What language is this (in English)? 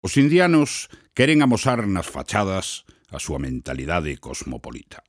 Galician